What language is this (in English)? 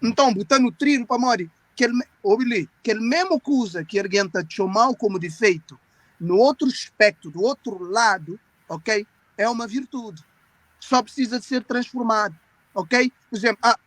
Kabuverdianu